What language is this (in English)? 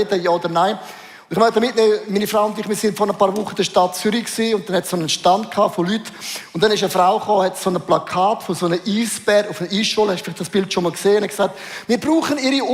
Swiss German